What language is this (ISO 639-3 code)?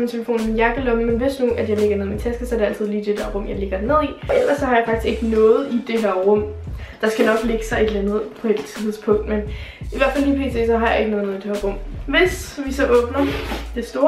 dan